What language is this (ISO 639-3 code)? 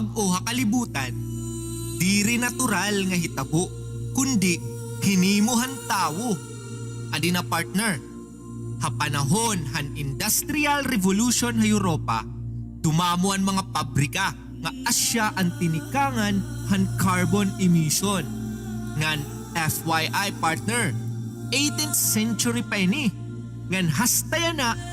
war